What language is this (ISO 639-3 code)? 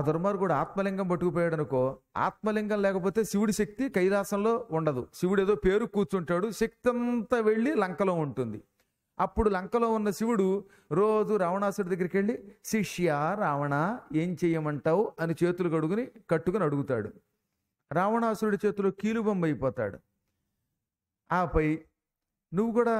tel